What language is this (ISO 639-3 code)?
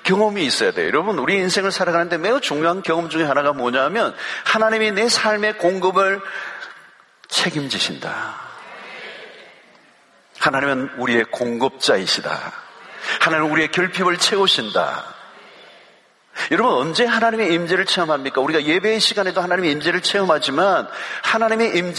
kor